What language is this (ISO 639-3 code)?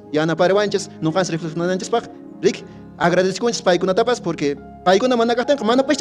que